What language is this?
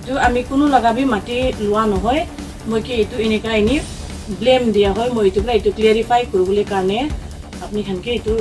Naga Pidgin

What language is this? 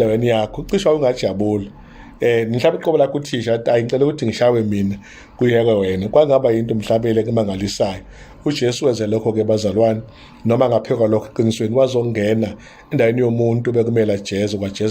Zulu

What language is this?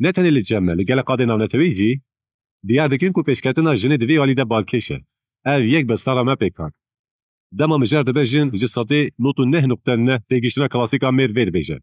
Kurdish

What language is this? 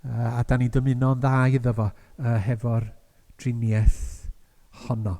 Welsh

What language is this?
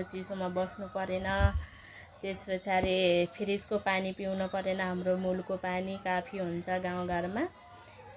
Nepali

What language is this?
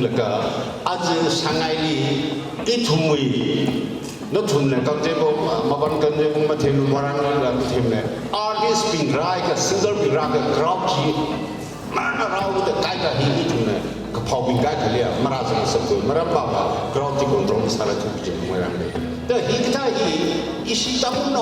Tangkhul Naga (India)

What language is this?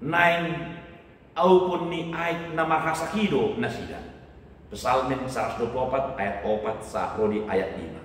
Batak Toba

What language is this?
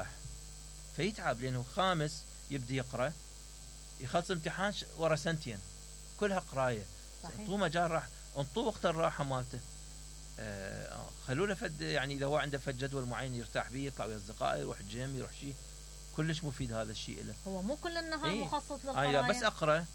Mesopotamian Arabic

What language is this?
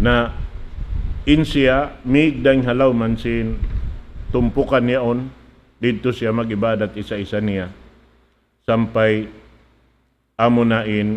Tausug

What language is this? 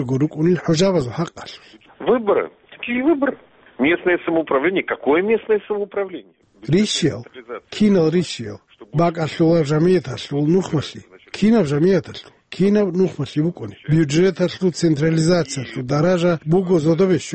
Avaric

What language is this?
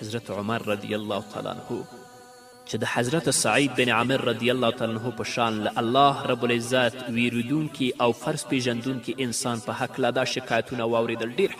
Pashto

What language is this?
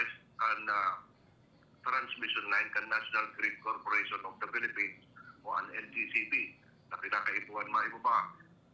Bikol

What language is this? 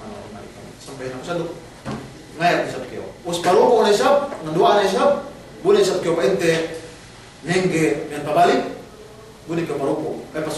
Yakan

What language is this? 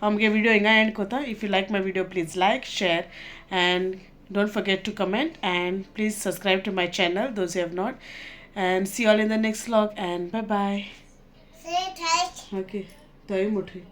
Konkani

